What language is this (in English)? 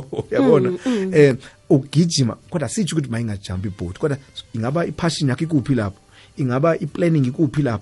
South Ndebele